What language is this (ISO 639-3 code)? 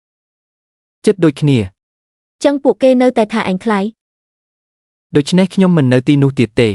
khm